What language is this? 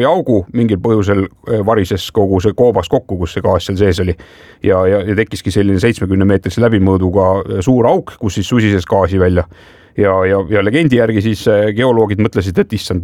Estonian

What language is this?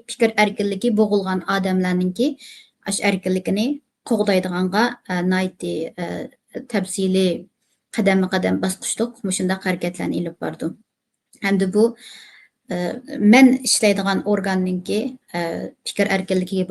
Uyghur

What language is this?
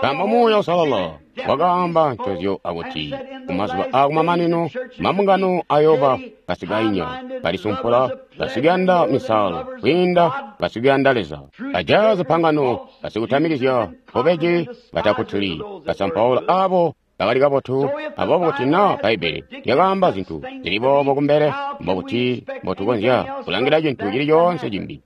Tonga (Zambia)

